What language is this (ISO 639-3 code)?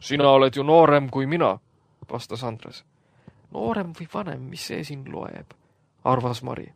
est